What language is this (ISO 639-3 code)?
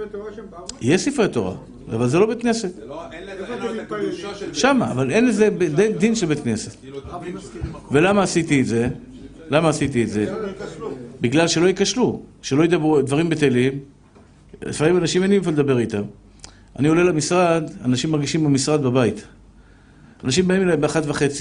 heb